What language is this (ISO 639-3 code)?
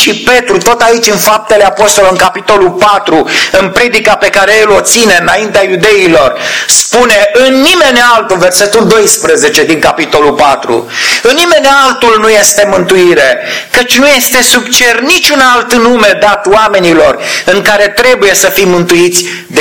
ron